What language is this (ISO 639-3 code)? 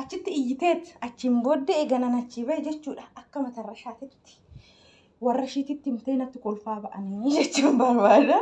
orm